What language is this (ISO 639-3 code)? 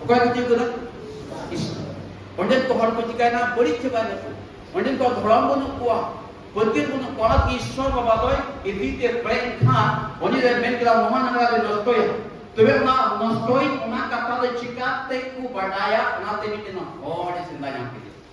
sat